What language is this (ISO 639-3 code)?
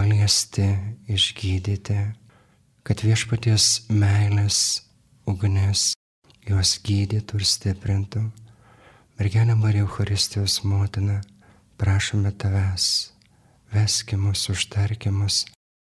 lit